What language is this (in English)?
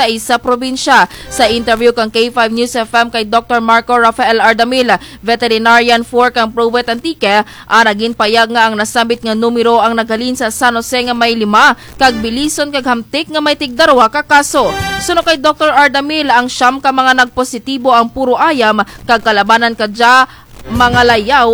Kinaray-a